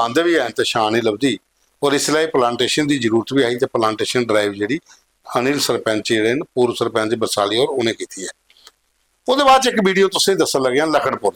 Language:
Dogri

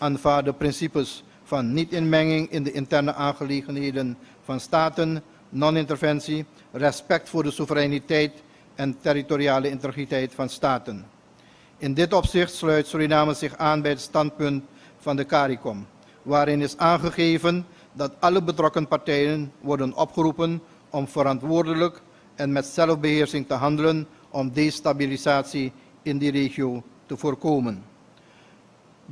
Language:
Dutch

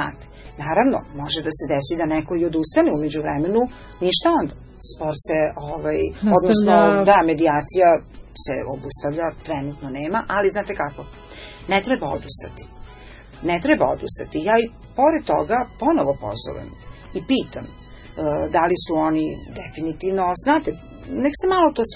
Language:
Serbian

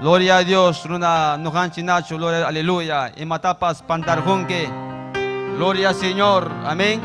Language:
Ayacucho Quechua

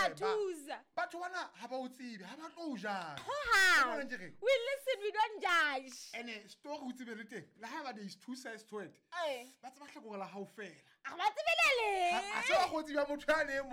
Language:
Southern Sotho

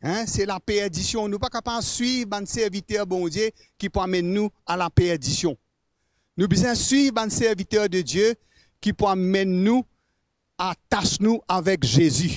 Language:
Morisyen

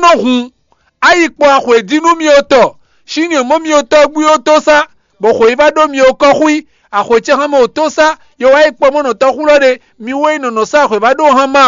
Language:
Fon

